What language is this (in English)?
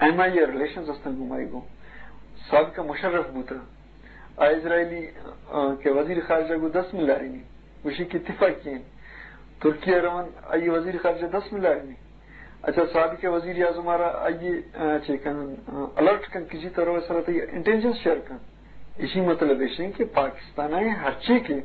Eastern Balochi